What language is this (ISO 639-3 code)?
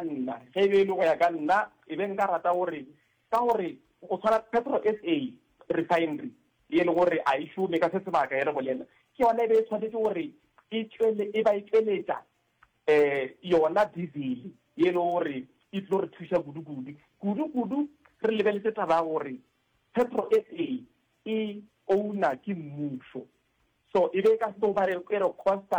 nso